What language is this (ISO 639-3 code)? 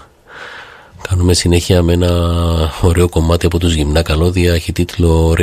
ell